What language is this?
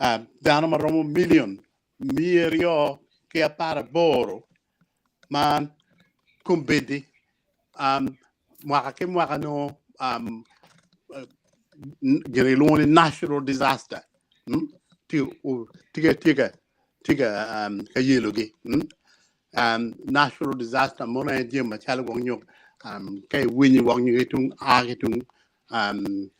Acoli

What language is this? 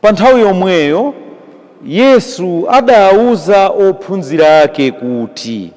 Nyanja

